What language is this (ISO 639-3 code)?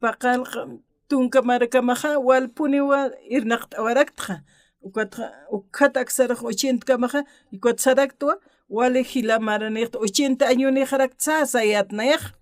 aym